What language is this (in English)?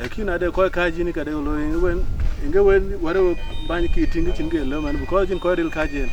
Dinka